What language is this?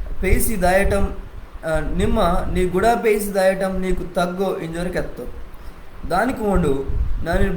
Koya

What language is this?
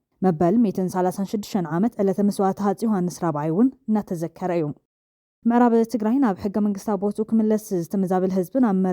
Tigrinya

